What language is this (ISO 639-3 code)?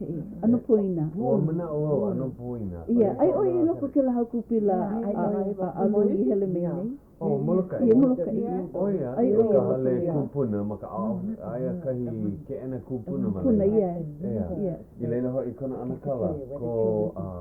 haw